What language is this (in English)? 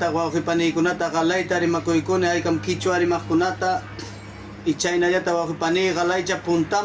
Ayacucho Quechua